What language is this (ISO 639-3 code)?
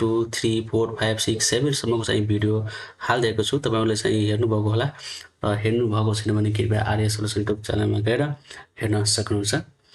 nep